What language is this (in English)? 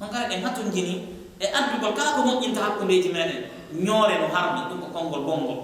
Pular